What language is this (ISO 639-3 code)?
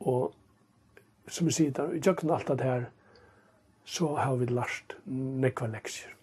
fao